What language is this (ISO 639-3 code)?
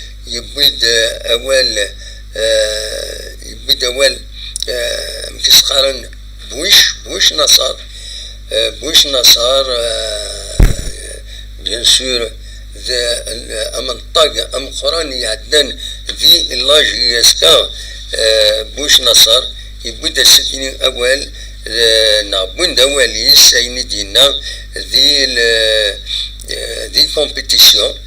kab